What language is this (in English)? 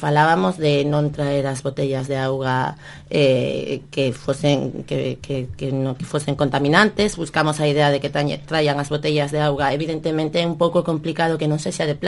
Galician